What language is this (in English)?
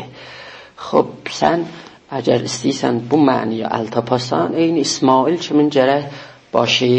South Azerbaijani